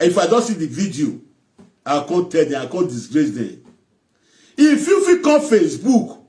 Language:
Nigerian Pidgin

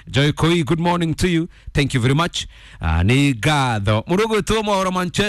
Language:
Kikuyu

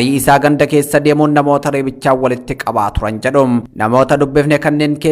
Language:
Oromo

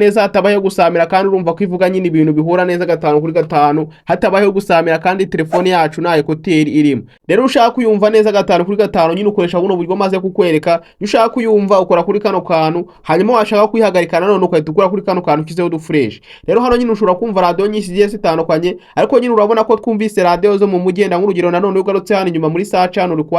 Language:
Kinyarwanda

